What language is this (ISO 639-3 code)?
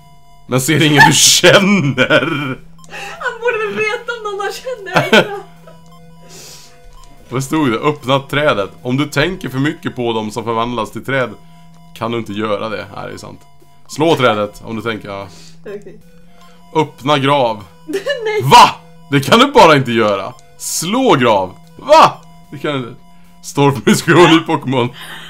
swe